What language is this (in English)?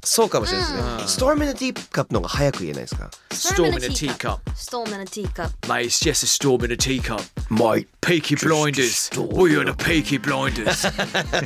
Japanese